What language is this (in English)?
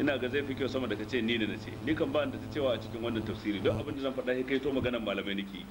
Hausa